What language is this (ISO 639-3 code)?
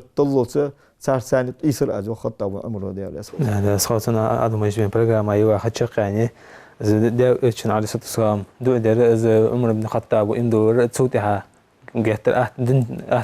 inh